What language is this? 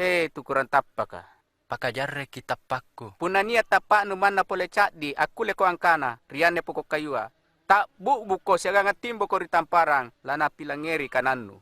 Makasar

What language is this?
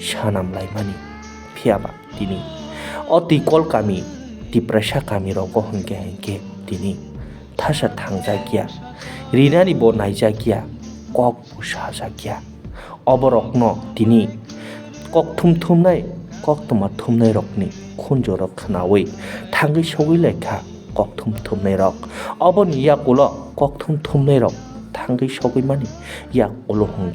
Kok Borok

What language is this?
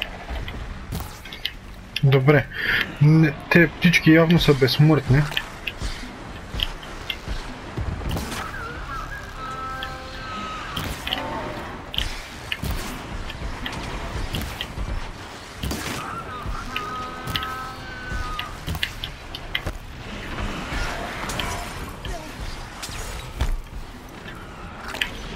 Bulgarian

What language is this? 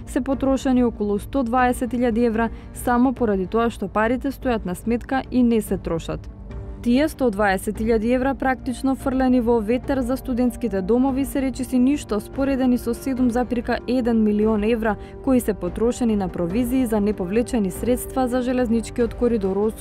Macedonian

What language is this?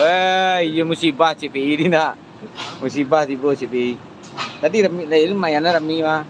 Minangkabau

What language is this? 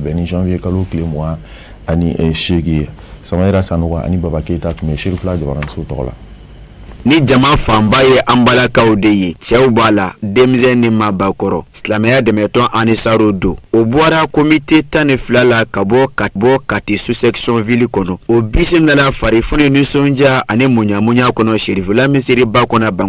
Bambara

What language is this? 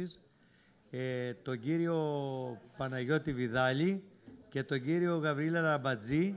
Greek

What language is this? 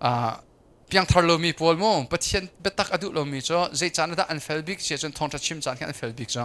Hakha Chin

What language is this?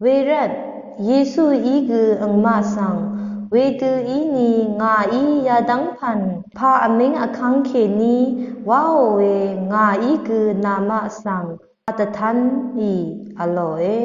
Rawang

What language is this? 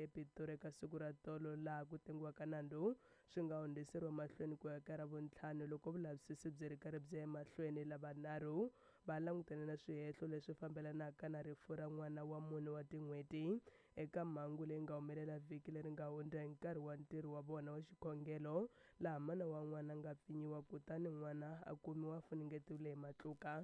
Tsonga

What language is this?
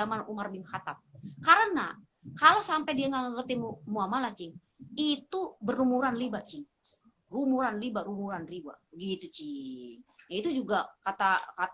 Betawi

